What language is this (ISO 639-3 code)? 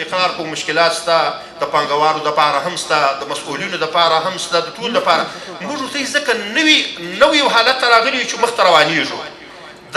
pus